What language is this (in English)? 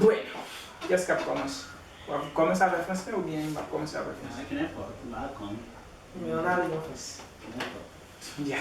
Haitian Creole